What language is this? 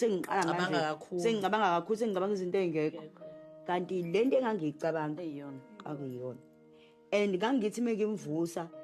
Zulu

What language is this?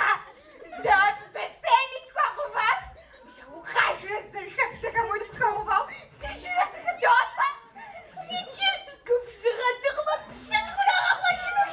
Kabardian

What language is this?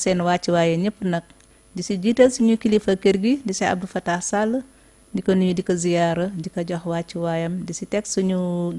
Wolof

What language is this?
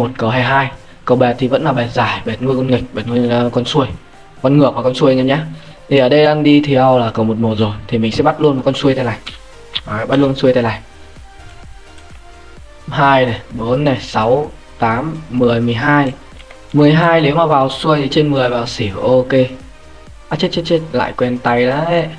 Vietnamese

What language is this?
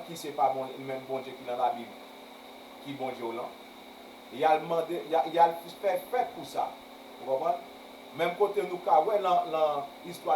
Haitian Creole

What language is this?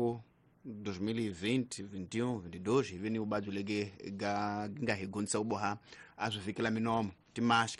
Tsonga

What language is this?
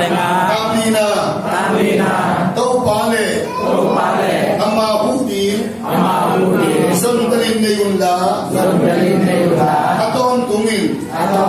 Tedim Chin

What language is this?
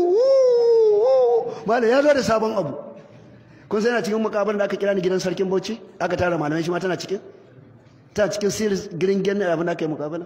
Hausa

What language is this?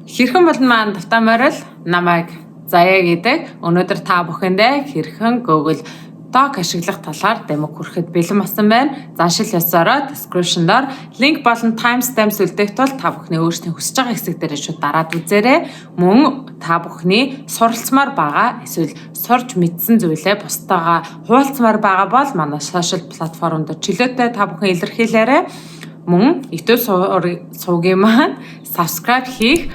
Mongolian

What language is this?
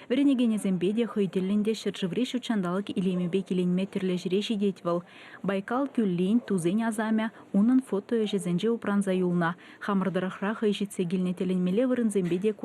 Chuvash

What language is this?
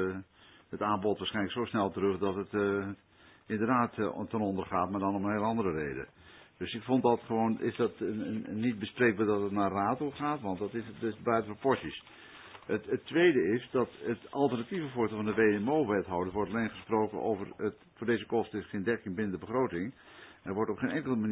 Dutch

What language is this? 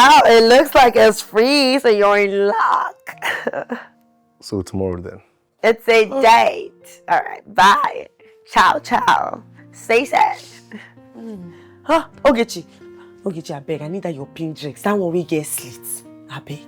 Nigerian Pidgin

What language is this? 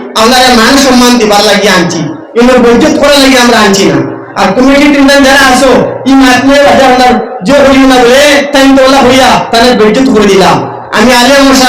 Sylheti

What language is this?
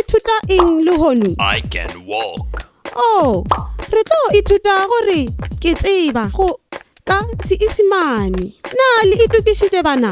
Northern Sotho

